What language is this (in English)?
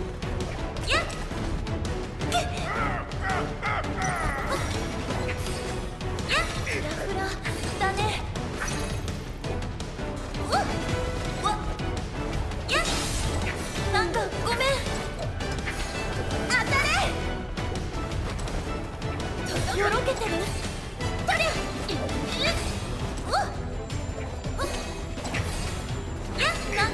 Japanese